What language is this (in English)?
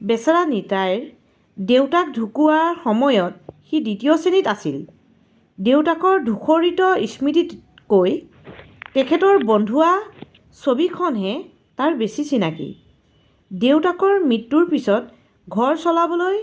Assamese